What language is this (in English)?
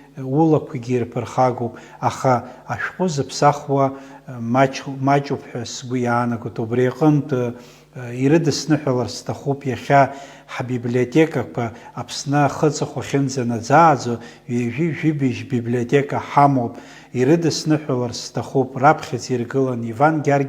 Abkhazian